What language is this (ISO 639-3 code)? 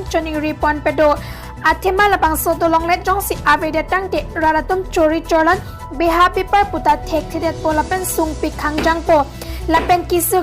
mjw